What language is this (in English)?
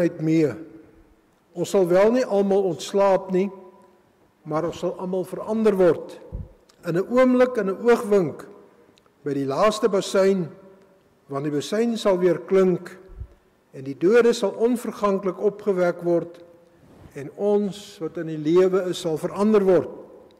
Afrikaans